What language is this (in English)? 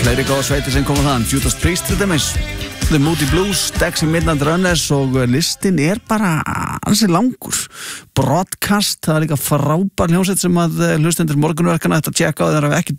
Icelandic